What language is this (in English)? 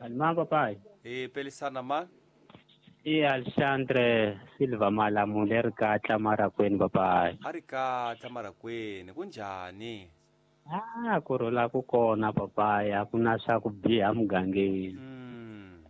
Tsonga